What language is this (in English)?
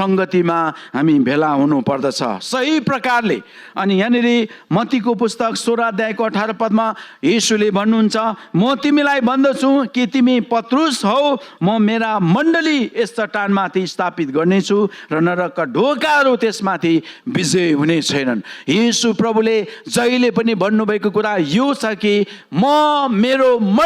Nepali